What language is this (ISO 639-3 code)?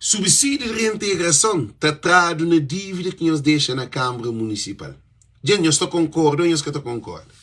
kea